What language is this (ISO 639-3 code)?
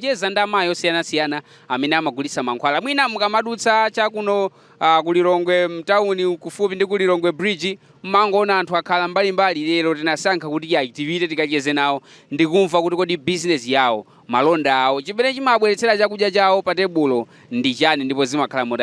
nya